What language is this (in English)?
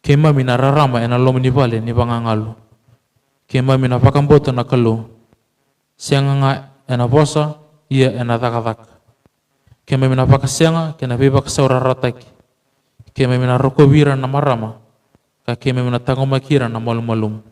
Fijian